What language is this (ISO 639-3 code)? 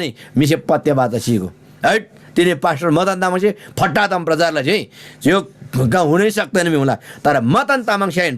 taj